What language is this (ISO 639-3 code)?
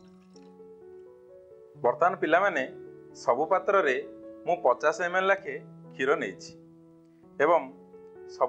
ori